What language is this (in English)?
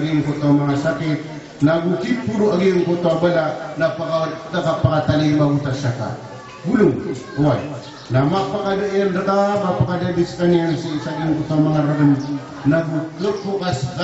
Maranao